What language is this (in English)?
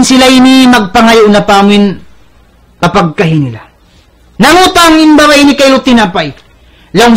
Tausug